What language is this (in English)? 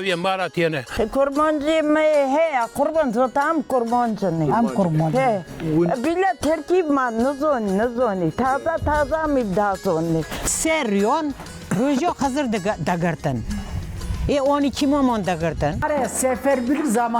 Kurdish